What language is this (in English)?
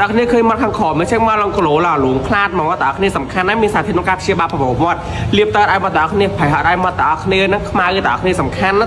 Khmer